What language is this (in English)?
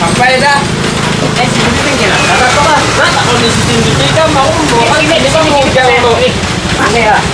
Banjar